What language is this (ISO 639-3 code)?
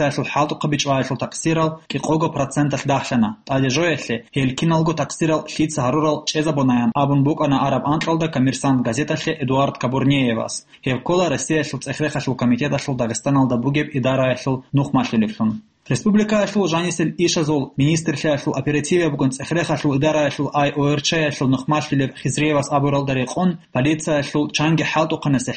ava